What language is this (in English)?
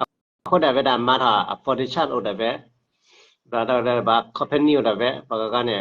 S'gaw Karen